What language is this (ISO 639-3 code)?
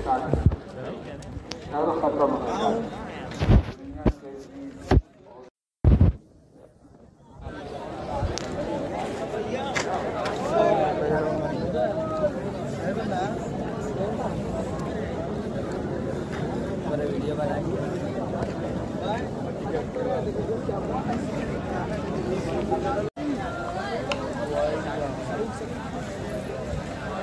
hin